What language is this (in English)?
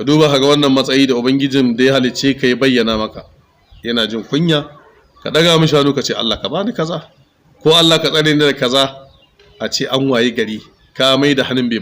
Hausa